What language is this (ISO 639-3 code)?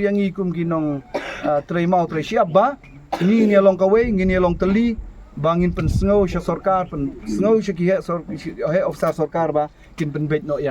kha